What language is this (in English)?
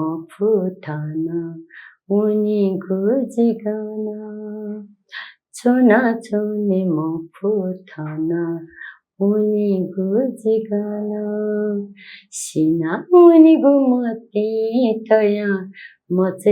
Newari